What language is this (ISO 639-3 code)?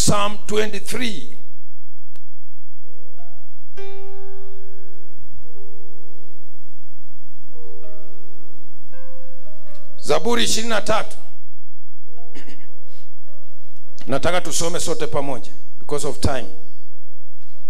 swa